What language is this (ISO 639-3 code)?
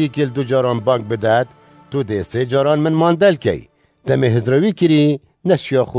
kur